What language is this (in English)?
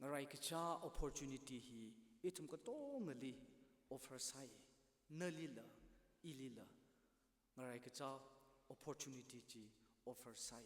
Tangkhul Naga (India)